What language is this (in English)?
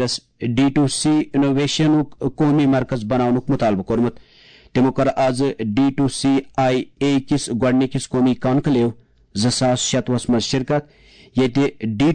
Kashmiri